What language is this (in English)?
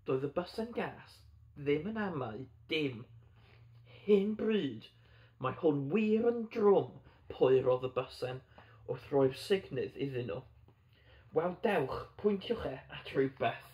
Welsh